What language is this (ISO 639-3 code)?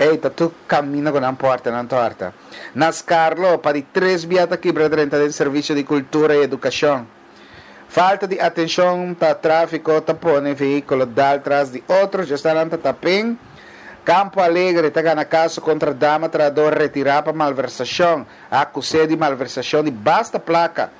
pap